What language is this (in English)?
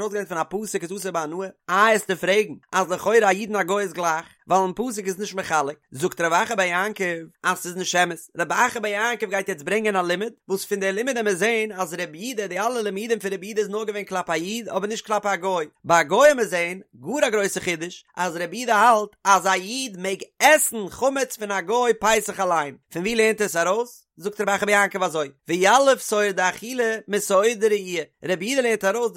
Yiddish